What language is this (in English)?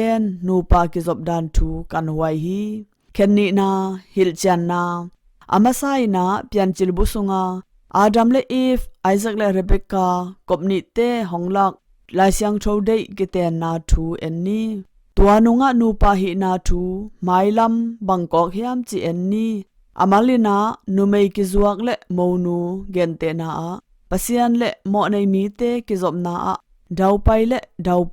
Tedim Chin